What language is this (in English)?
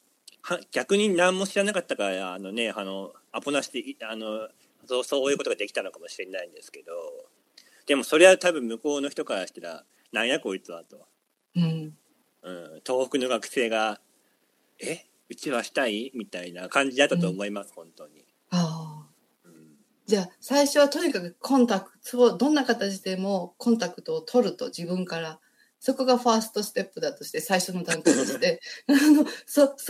Japanese